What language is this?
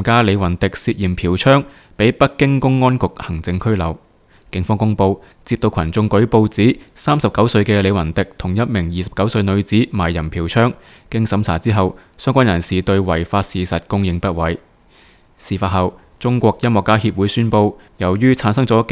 Cantonese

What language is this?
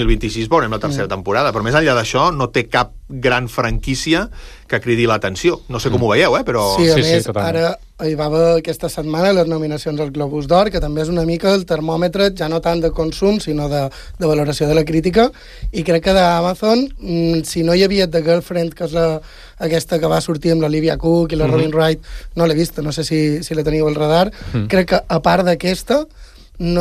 Catalan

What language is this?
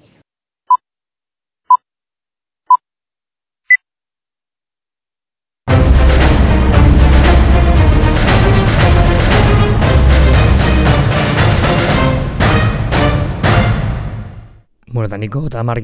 Basque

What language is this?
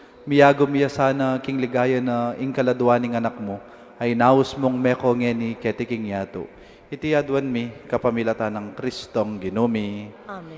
Pampanga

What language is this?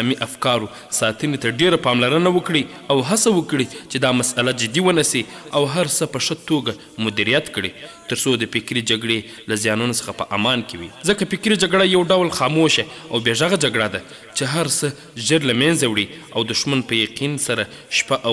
Pashto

